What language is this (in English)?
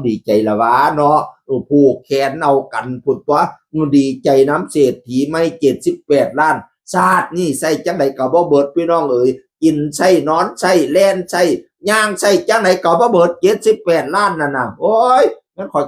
Northeastern Thai